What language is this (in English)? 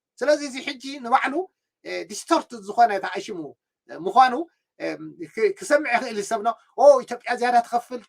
Tigrinya